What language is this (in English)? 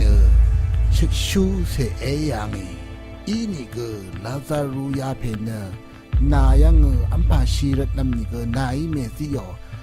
Rawang